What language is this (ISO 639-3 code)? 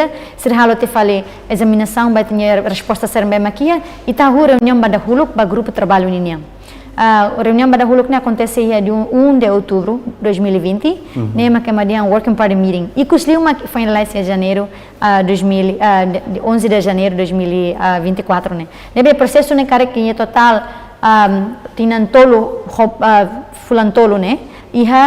tet